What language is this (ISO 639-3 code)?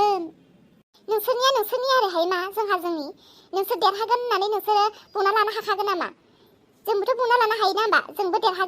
brx